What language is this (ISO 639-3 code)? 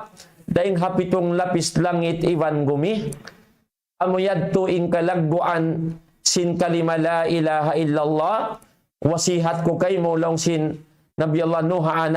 tsg